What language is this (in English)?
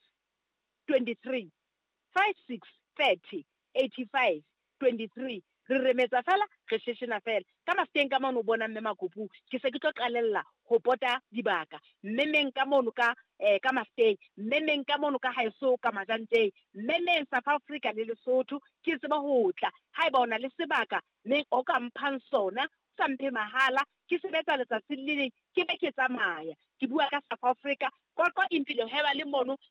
Southern Sotho